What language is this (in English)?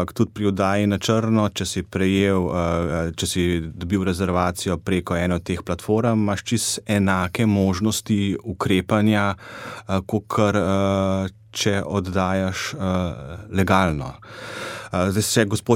Slovenian